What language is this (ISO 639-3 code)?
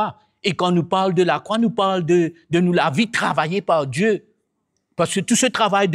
mfe